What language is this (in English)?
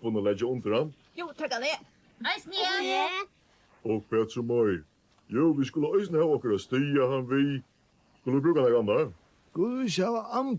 Faroese